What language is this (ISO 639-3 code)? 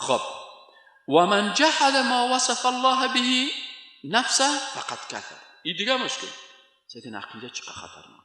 fas